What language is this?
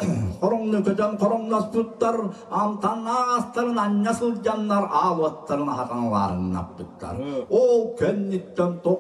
Yakut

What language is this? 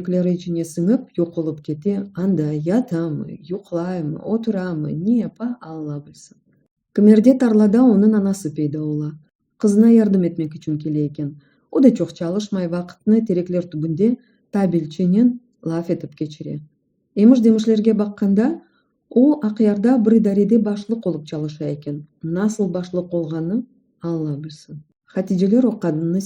Crimean Tatar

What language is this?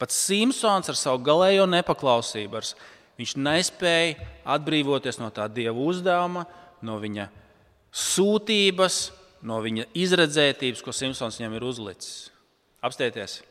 Latvian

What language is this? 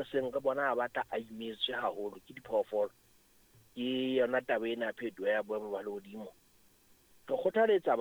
Southern Sotho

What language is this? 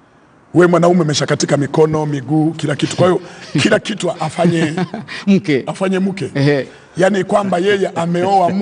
Swahili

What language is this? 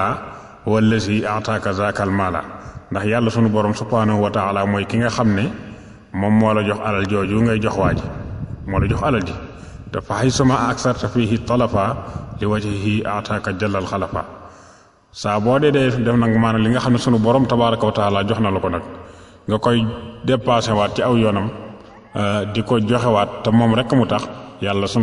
Wolof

